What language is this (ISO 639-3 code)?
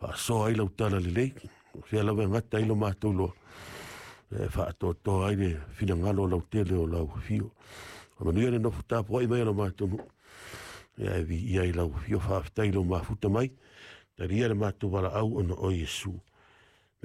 smo